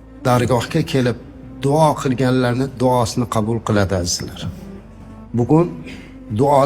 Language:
Uzbek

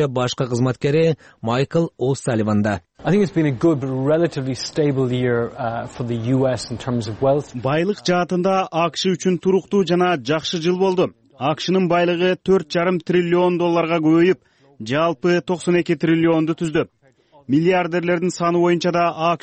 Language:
Kyrgyz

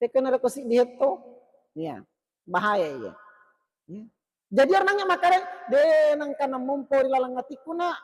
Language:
Buginese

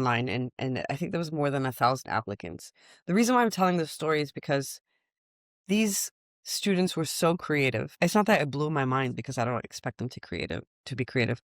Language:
Mesopotamian Arabic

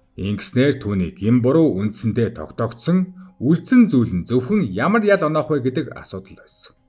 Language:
Mongolian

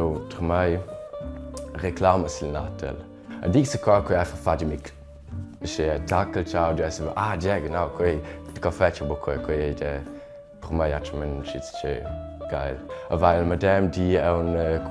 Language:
Romansh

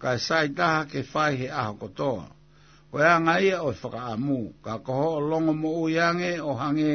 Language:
Tongan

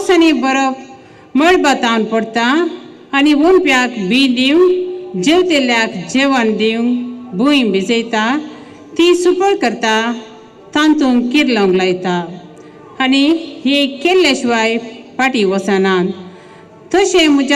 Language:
Konkani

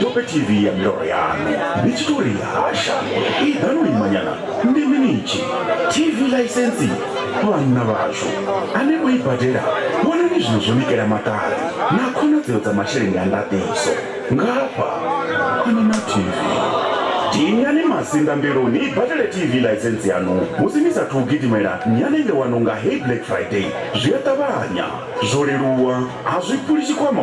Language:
Venda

